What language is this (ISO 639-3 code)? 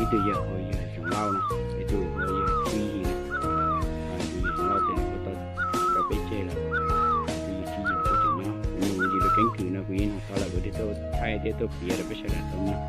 hmn